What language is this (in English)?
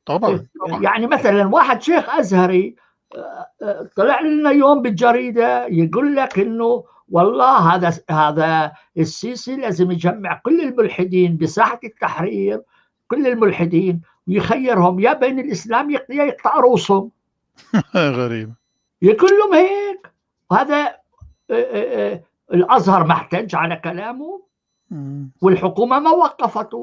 North Levantine Arabic